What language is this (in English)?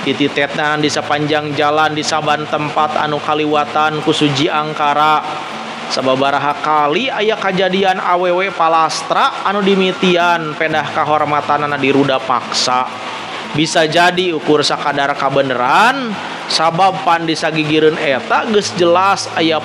Sundanese